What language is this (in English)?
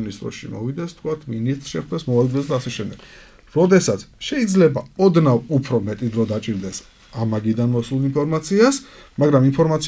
Georgian